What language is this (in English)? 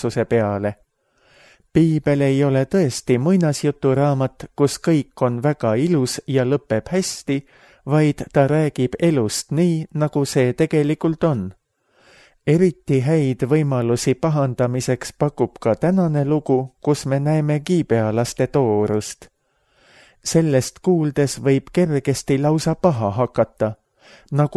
Estonian